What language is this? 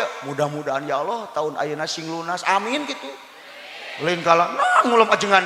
Sundanese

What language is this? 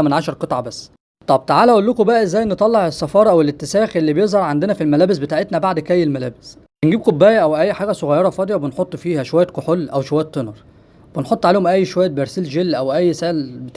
Egyptian Arabic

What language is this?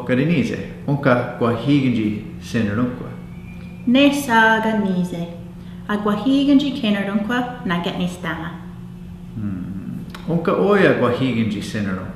Mohawk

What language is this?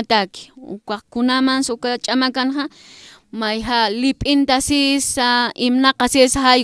Aymara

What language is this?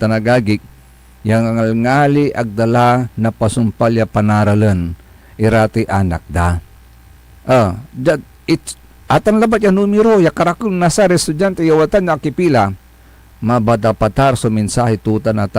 Pangasinan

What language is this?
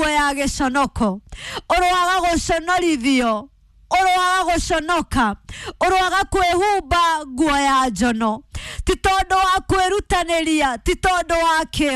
Kikuyu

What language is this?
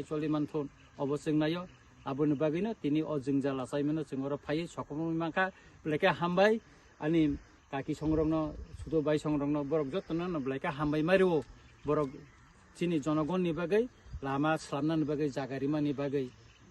Kok Borok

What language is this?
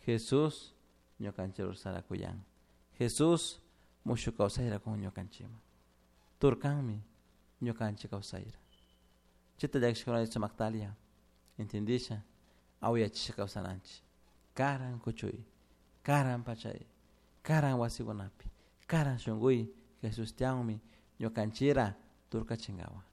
Chimborazo Highland Quichua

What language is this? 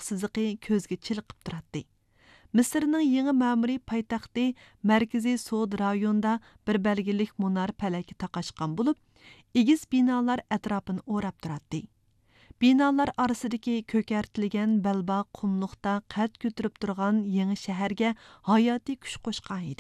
Uyghur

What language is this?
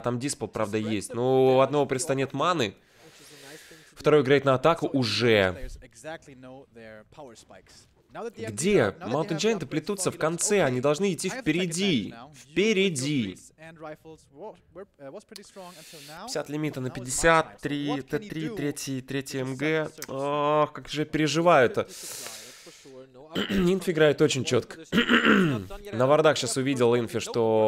Russian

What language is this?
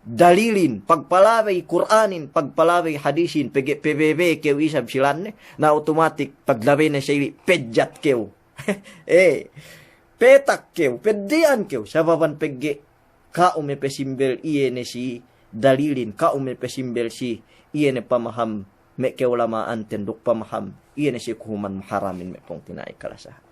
Yakan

